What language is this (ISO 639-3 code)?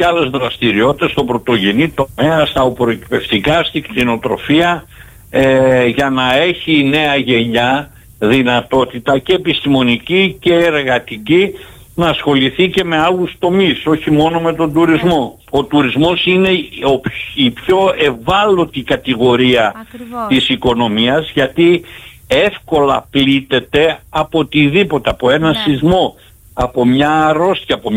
ell